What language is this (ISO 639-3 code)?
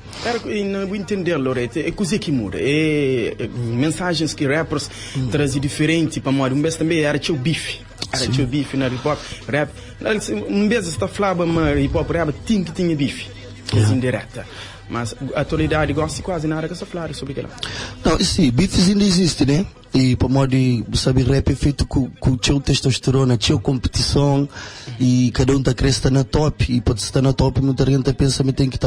kea